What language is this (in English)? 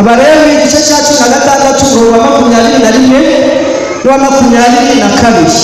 Kinyarwanda